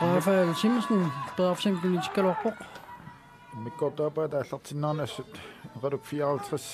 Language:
Kalaallisut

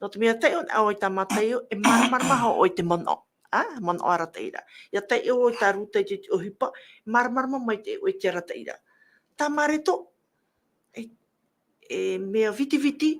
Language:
Tahitian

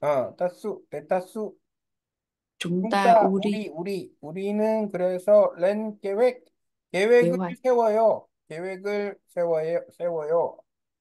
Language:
Korean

